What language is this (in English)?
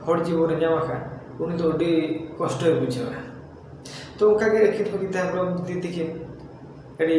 Santali